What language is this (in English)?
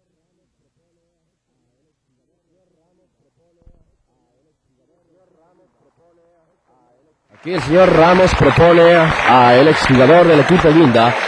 Spanish